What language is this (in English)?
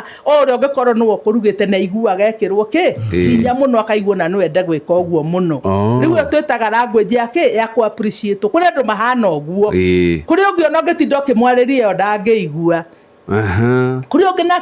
Kikuyu